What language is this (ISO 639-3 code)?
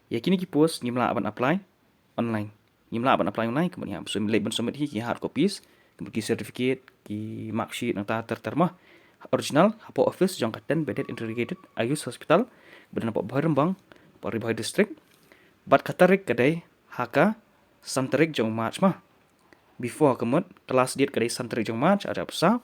kha